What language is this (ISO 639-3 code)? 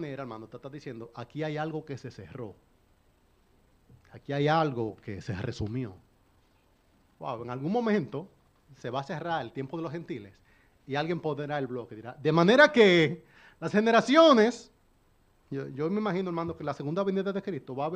spa